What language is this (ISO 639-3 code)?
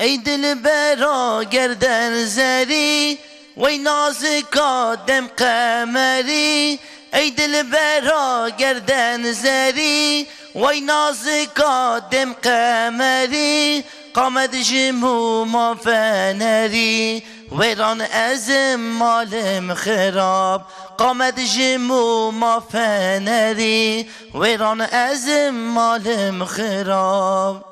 kur